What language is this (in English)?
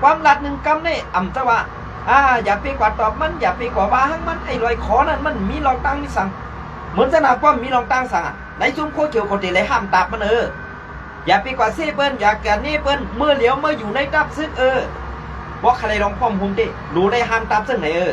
Shan